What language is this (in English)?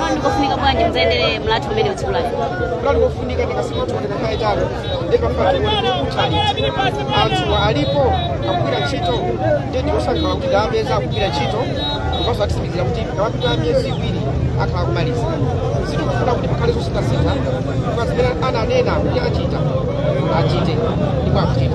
Nyanja